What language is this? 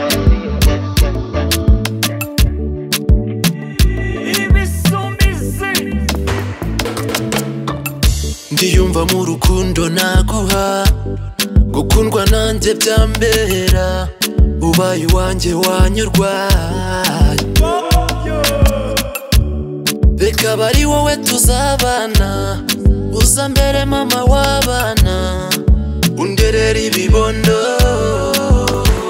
Kinyarwanda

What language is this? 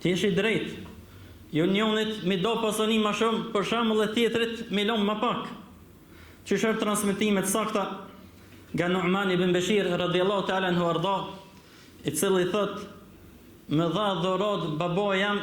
Albanian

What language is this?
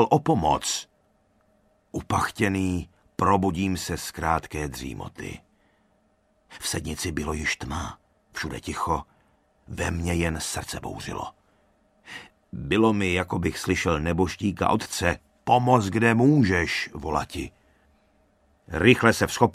Czech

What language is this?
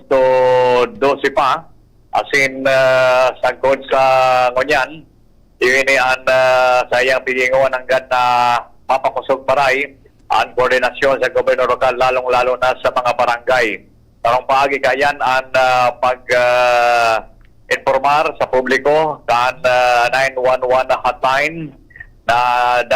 Bikol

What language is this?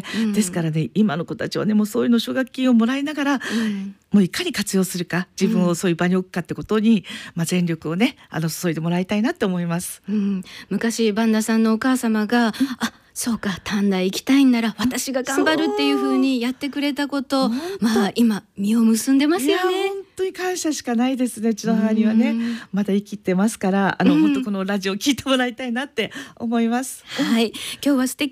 Japanese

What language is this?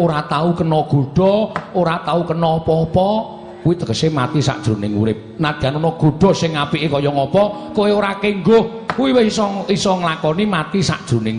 Javanese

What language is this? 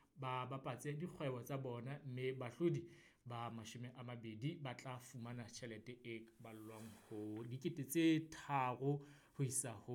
Southern Sotho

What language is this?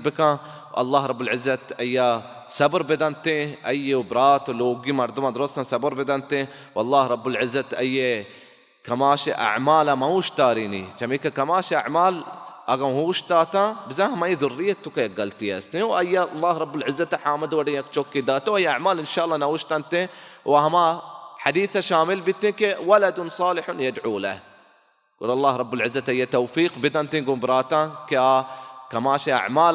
Baluchi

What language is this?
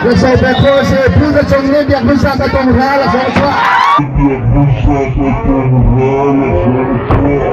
Hakha Chin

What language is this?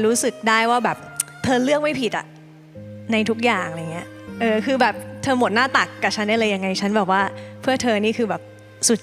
Thai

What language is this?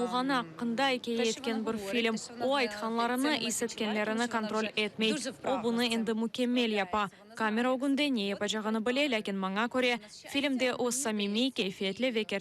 Crimean Tatar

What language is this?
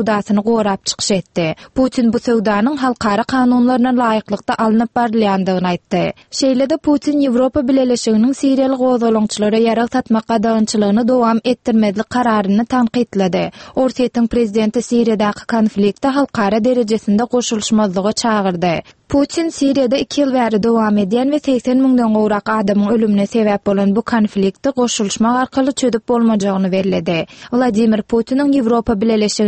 Turkmen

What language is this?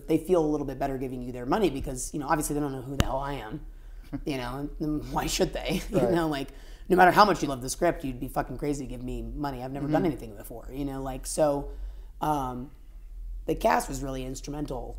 English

